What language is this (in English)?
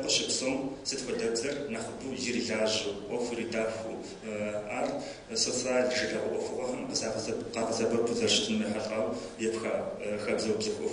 Kabardian